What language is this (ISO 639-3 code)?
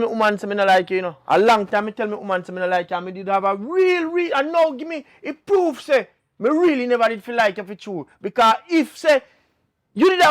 jam